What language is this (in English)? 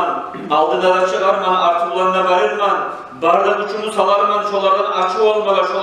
Kumyk